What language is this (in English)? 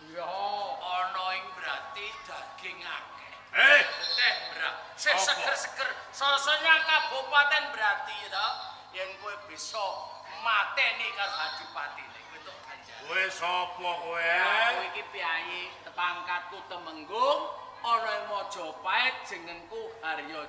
Javanese